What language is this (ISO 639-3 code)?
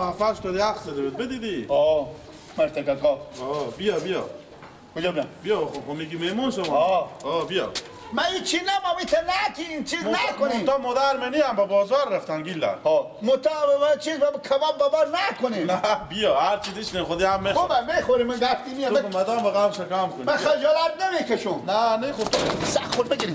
fas